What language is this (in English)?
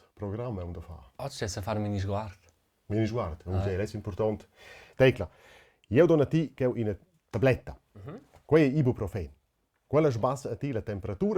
Romansh